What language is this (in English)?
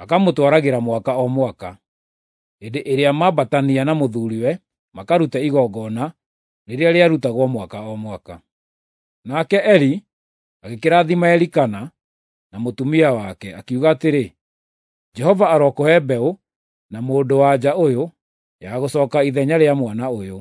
Kikuyu